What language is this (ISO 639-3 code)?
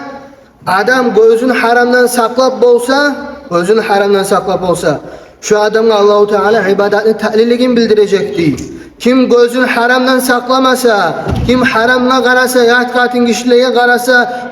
kum